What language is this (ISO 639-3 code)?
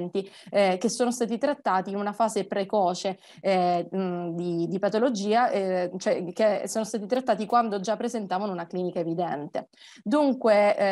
ita